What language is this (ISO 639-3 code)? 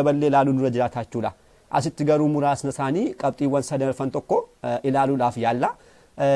orm